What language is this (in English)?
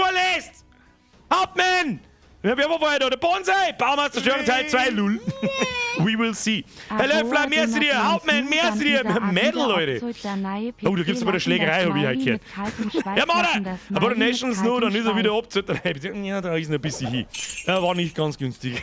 Bavarian